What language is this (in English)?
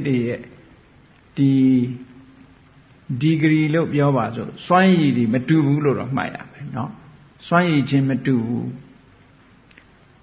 Burmese